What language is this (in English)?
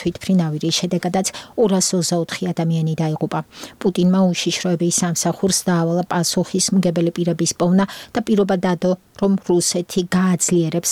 Georgian